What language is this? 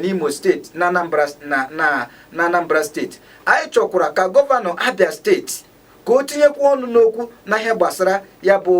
Igbo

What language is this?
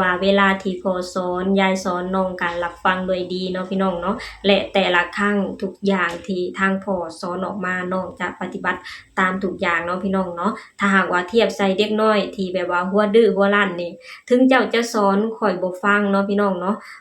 Lao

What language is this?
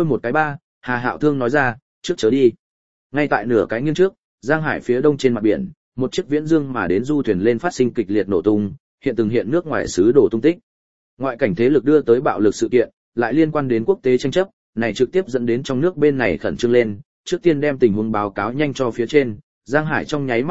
Vietnamese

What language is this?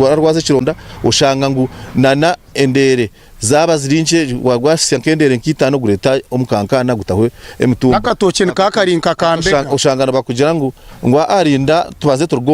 Nyankole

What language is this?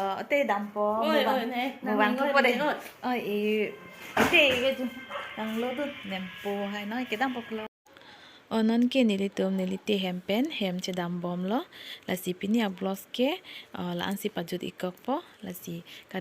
Karbi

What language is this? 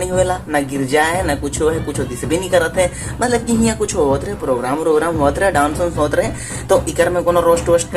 Sadri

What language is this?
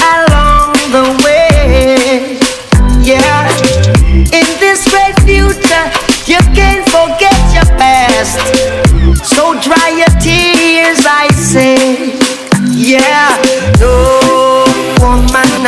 Jamaican Creole English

